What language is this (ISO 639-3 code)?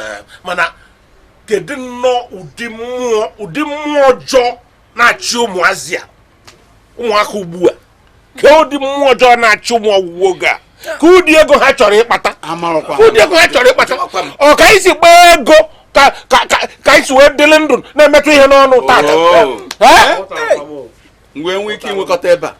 ibo